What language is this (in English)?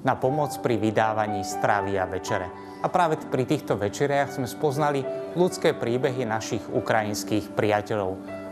Slovak